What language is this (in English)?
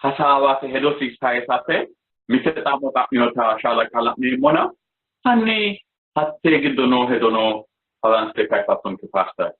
Sidamo